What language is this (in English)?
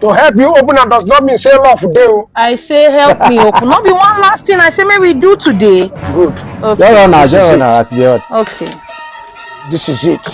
Nigerian Pidgin